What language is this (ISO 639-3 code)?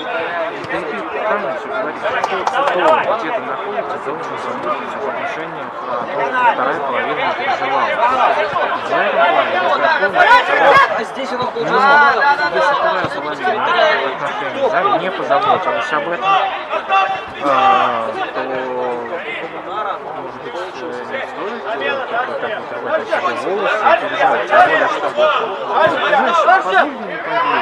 rus